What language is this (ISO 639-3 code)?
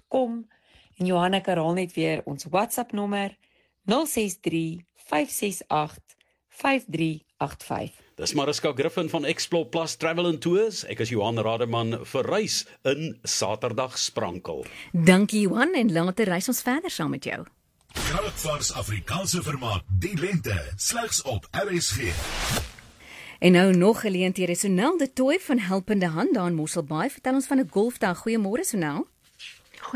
afr